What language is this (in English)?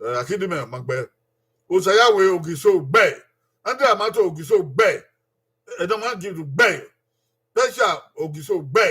Bini